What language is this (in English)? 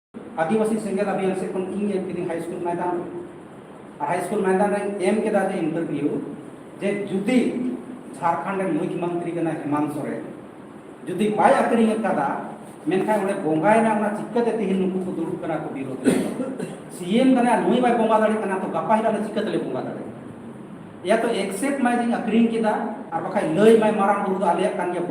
Santali